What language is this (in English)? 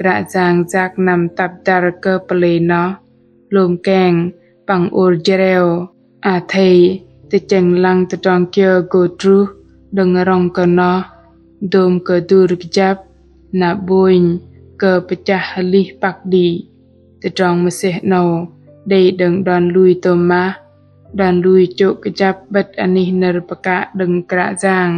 Bahnar